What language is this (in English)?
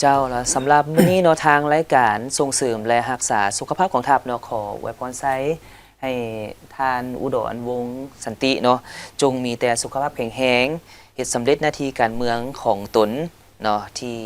Lao